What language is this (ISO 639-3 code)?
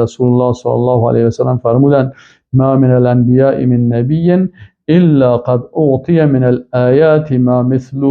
fas